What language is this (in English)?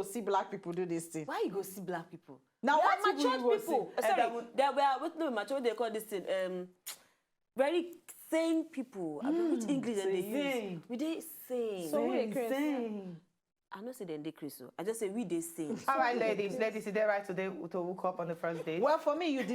Nigerian Pidgin